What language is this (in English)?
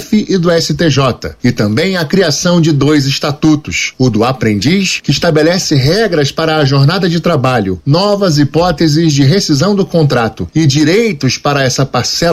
Portuguese